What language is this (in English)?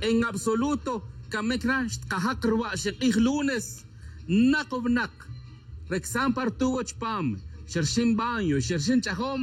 Tz'utujil